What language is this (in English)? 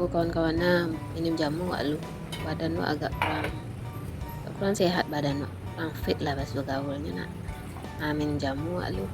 Minangkabau